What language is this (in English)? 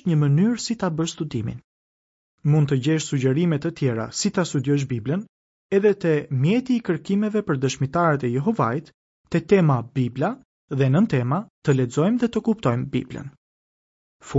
Albanian